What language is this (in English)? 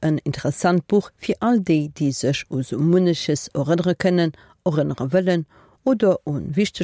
Luxembourgish